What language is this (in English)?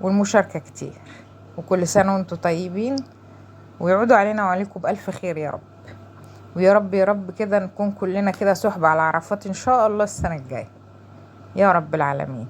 Egyptian Arabic